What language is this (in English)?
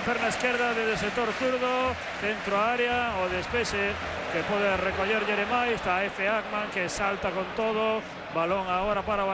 Galician